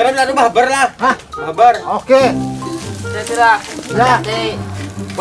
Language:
Banjar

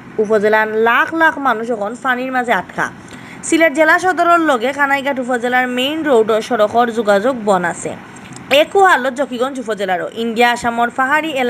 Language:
Sylheti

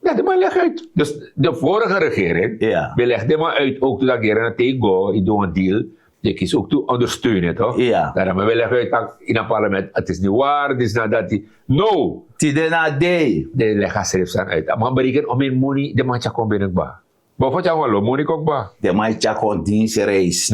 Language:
Sranan Tongo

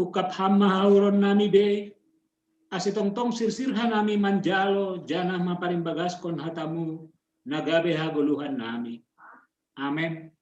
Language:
Batak Simalungun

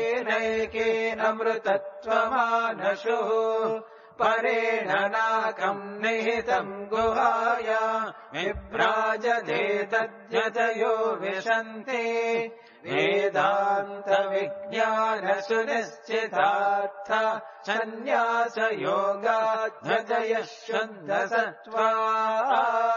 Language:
Sanskrit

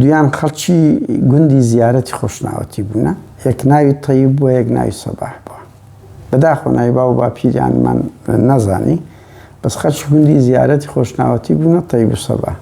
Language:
Central Kurdish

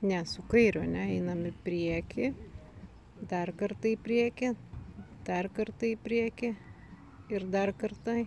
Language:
Lithuanian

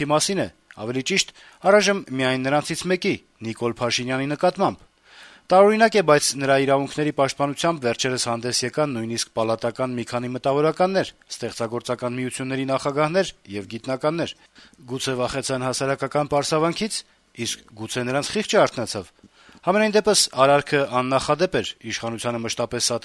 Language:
Armenian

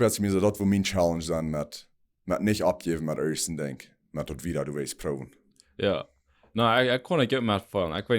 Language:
Plautdietsch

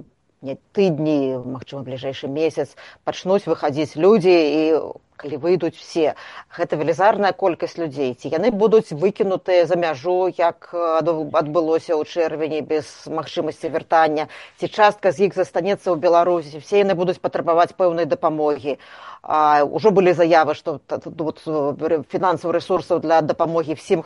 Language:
Belarusian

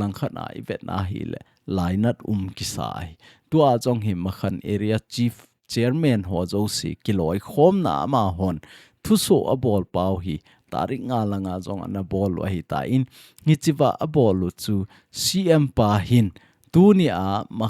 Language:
Thado Chin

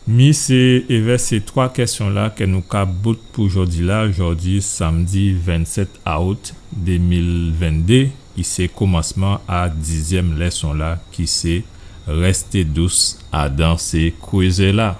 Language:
Guadeloupean Creole French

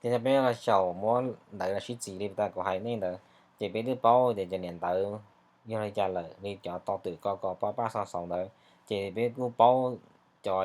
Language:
Hmong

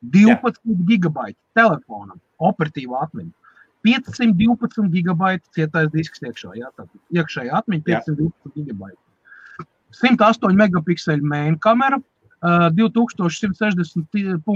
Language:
Latvian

